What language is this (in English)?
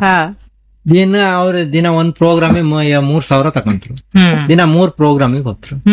Kannada